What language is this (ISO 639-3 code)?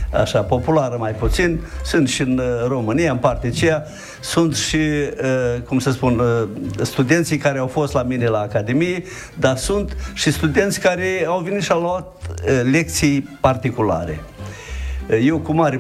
ron